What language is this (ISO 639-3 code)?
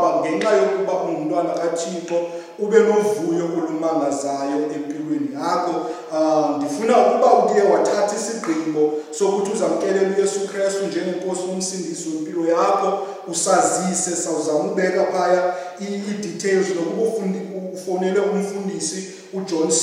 xho